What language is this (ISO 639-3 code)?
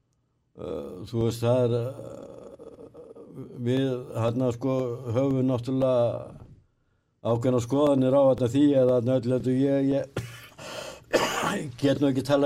isl